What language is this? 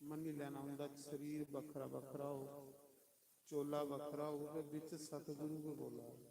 Dogri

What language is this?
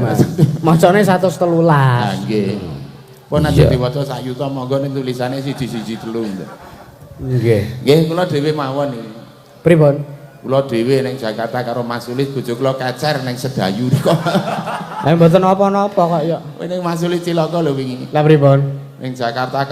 Javanese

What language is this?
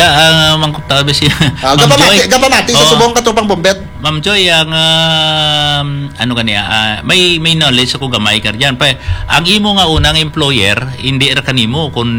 Hiligaynon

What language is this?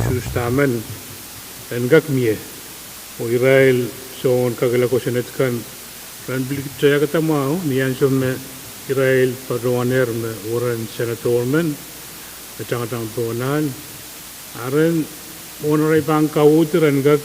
Pohnpeian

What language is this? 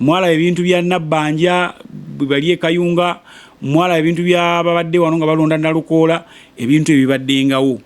Ganda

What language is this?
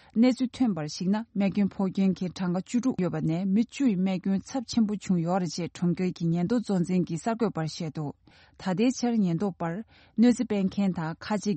Tibetan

